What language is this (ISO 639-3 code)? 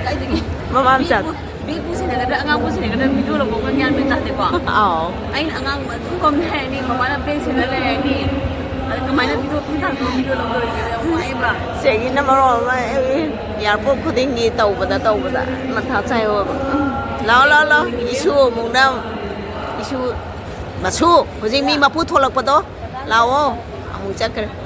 mni